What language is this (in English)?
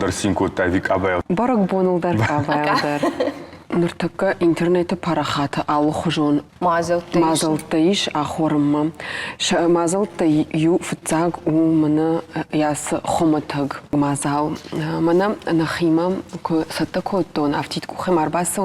Ossetic